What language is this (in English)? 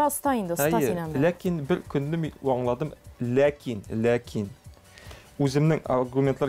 Tatar